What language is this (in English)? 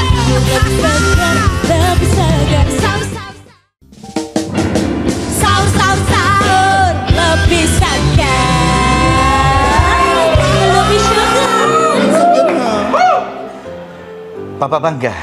Indonesian